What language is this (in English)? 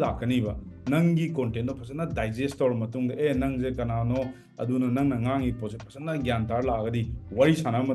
Manipuri